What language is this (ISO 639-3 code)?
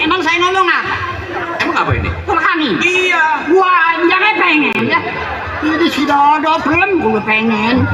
bew